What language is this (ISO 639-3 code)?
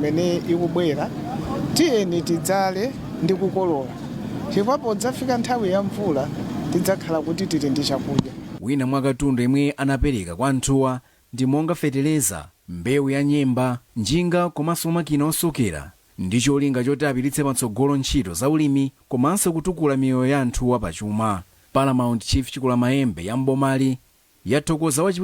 nya